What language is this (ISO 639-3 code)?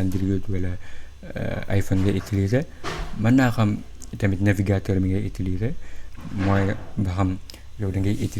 wol